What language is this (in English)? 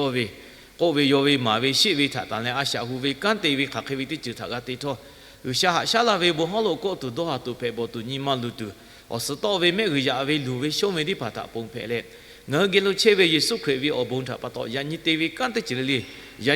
Lahu